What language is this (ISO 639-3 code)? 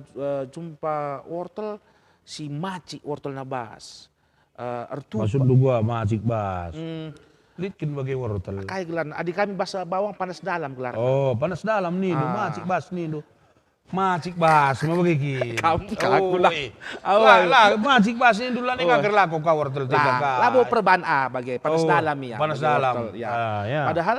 btx